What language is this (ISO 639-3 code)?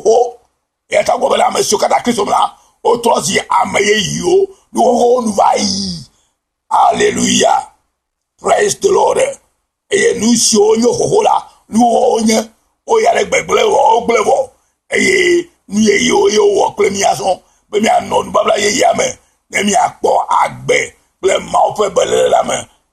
ewe